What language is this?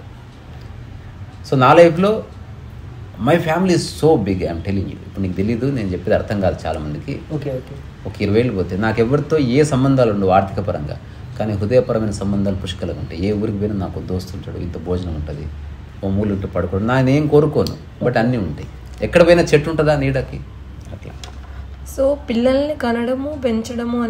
Telugu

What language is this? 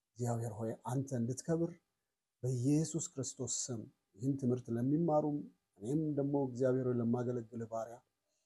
Amharic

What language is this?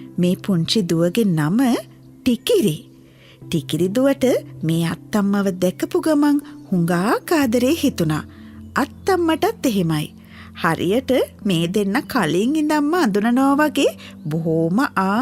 Sinhala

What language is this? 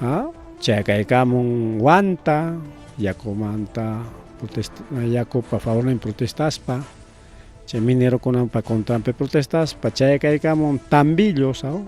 Ayacucho Quechua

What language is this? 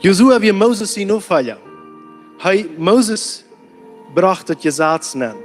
Plautdietsch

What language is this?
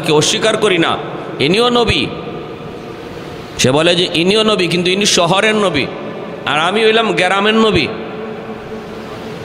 Bangla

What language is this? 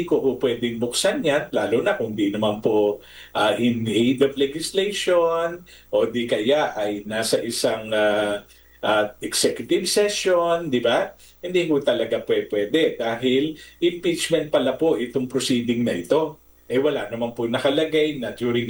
Filipino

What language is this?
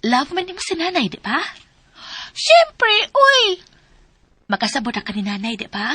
Cebuano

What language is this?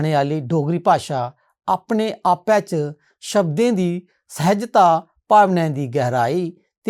Dogri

